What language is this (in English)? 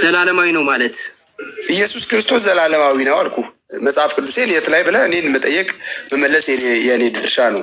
Amharic